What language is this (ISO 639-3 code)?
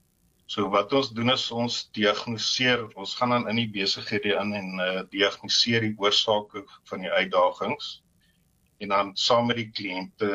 afr